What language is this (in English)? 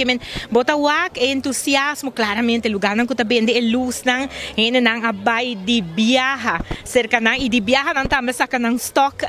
Papiamento